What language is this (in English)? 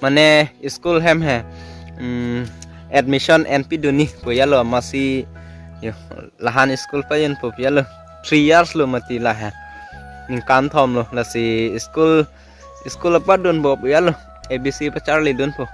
Karbi